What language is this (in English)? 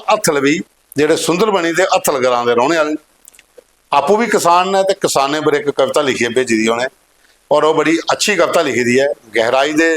Dogri